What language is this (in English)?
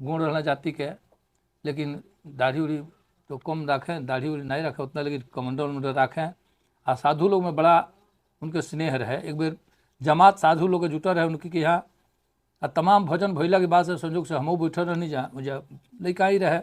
Bhojpuri